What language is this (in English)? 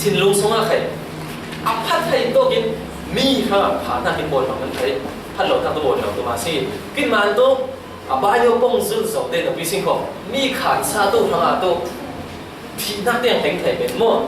Falam Chin